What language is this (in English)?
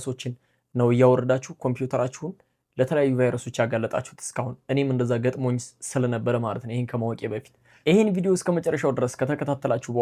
Amharic